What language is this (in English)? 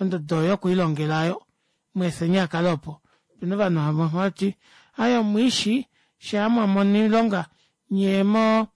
Kuanyama